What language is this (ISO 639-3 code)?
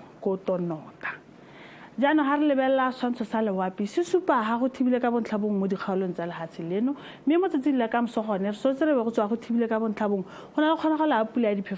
tsn